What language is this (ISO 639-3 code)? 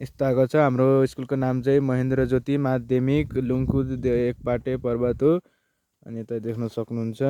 nep